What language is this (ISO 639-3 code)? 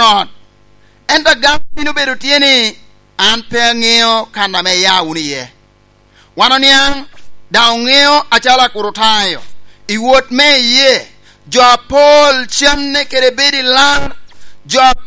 laj